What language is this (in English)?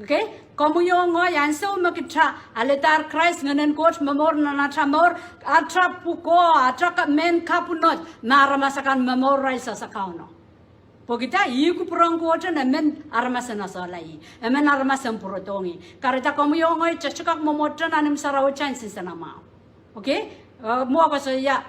Pohnpeian